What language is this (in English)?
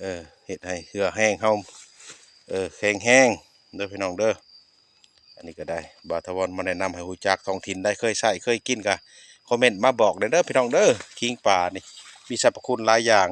Lao